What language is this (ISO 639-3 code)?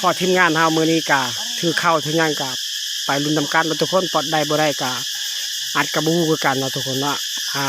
lao